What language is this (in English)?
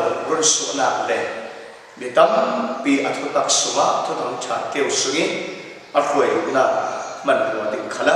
Falam Chin